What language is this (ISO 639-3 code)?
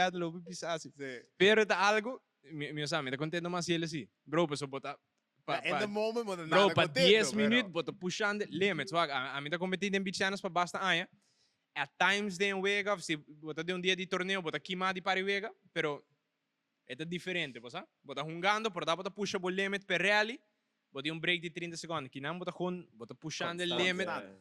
pap